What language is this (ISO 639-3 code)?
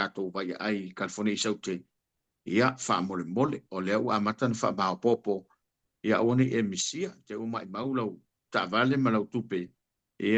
smo